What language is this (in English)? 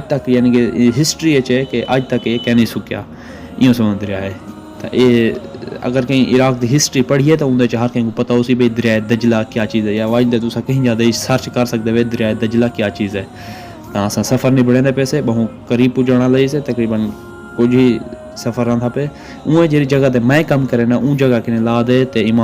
Saraiki